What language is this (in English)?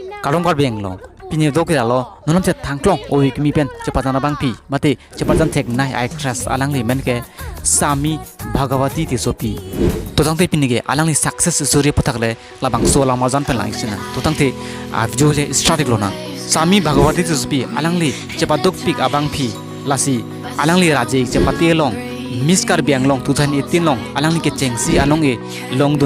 Karbi